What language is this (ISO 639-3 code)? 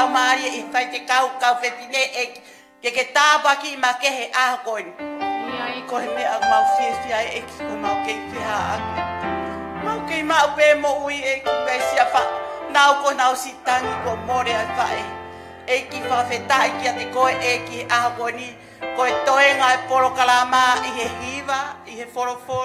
ton